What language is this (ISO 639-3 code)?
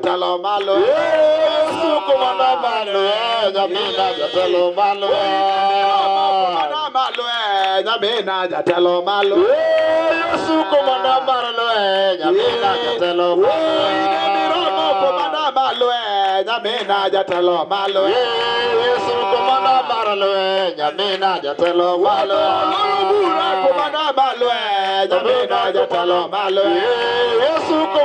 luo